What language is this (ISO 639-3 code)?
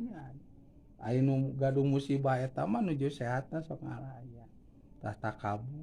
sun